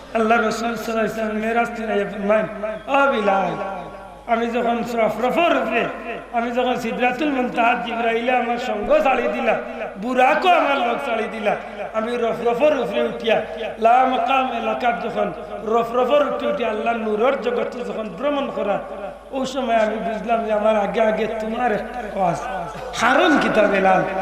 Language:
Sylheti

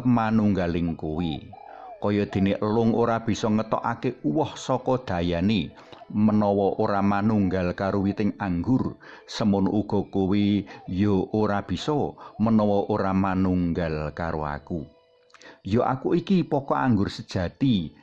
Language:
Javanese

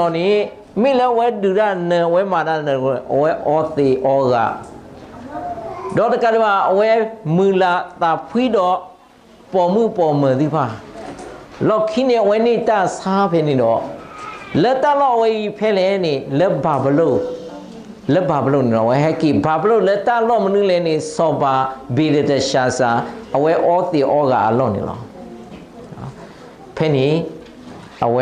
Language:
S'gaw Karen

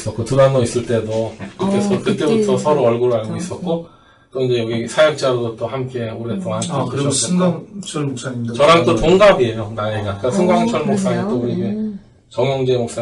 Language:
Korean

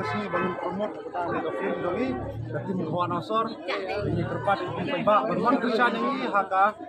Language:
Khasi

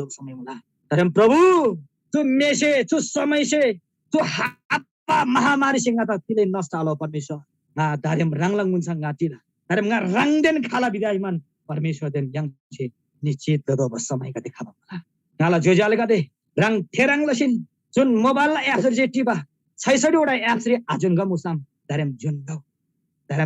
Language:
Eastern Tamang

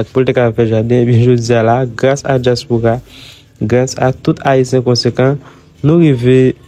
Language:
Haitian Creole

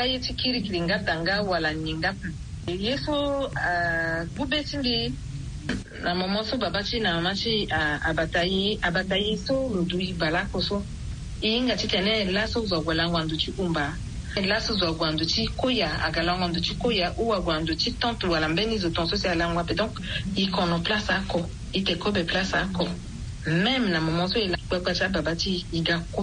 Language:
Sango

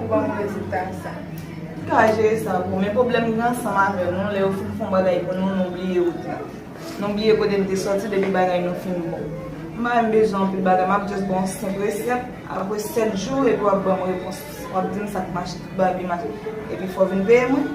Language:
Haitian Creole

